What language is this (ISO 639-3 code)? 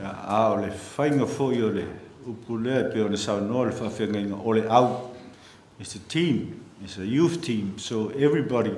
smo